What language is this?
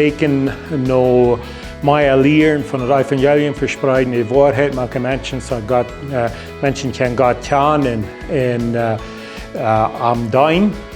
Plautdietsch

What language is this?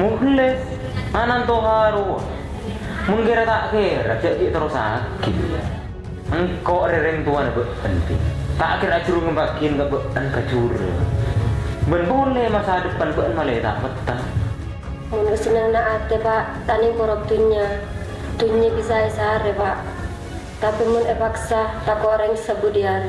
Madurese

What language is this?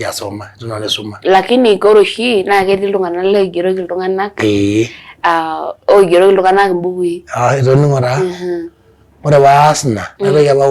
Masai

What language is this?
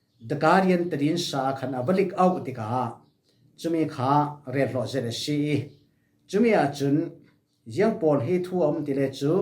Falam Chin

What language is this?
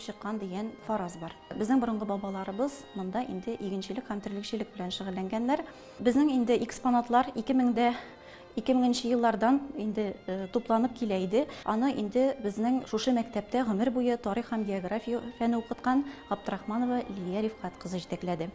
Tatar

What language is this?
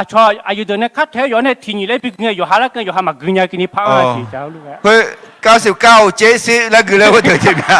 Akha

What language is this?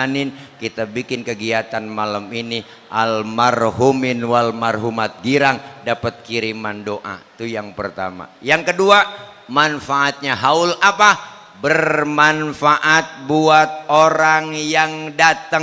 Betawi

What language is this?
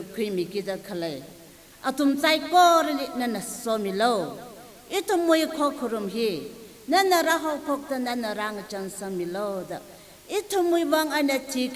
Tangkhul Naga (India)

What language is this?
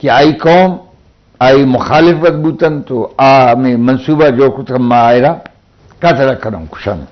Eastern Balochi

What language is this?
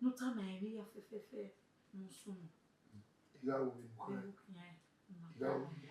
Bini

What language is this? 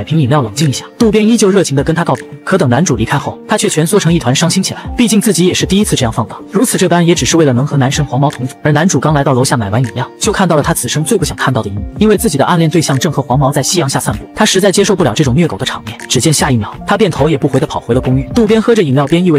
Chinese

